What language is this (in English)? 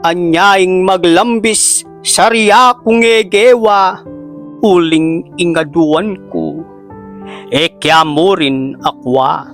Pampanga